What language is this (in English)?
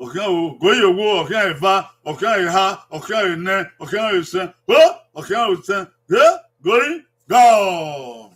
Bini